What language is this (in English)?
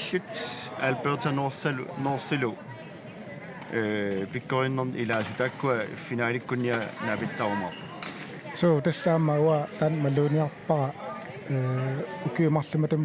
Kalaallisut